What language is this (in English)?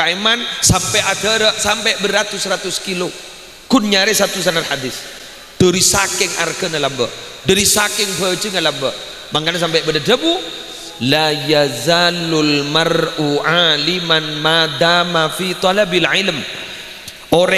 Madurese